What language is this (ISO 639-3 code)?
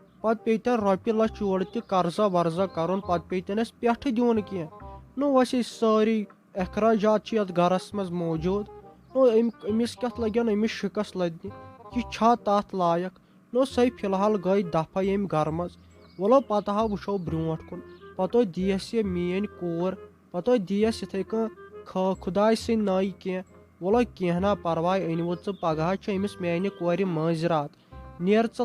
kas